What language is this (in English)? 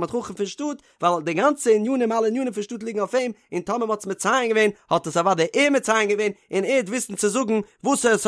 Yiddish